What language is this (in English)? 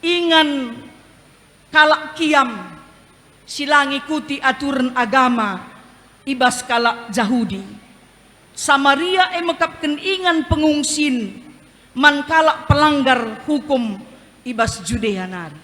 Batak Karo